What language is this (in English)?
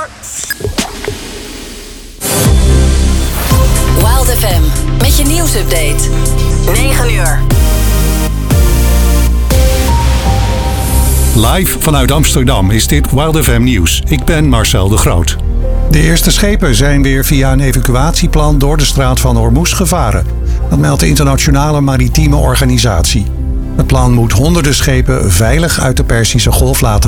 Dutch